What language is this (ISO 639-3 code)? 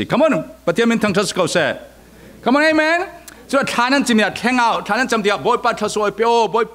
cfm